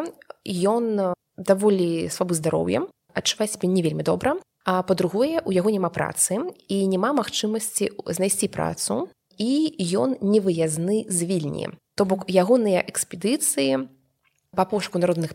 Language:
Belarusian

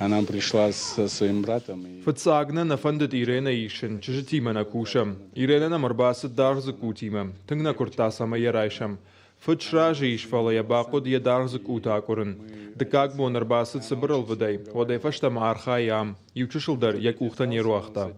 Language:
Ossetic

